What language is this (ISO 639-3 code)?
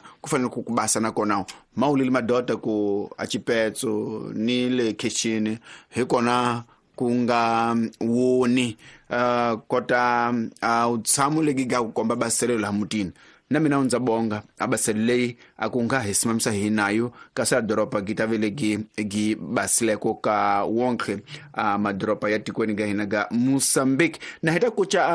tso